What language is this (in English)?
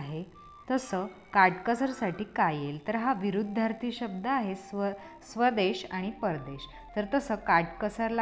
Marathi